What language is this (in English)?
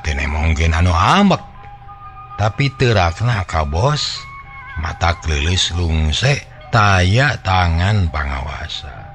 Sundanese